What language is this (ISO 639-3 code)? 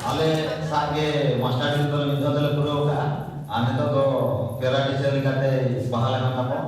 sat